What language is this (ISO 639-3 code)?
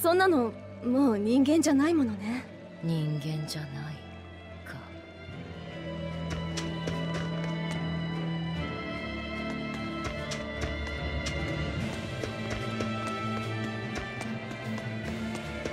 jpn